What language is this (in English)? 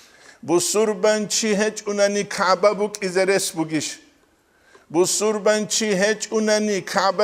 Avaric